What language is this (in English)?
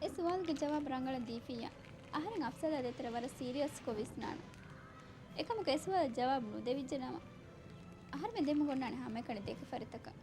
Divehi